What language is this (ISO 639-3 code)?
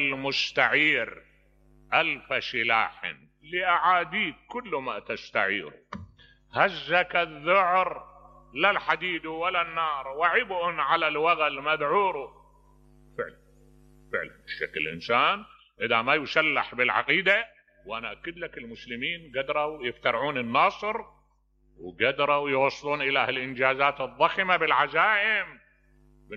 acm